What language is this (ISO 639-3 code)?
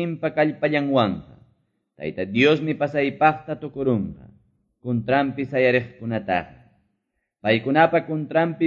que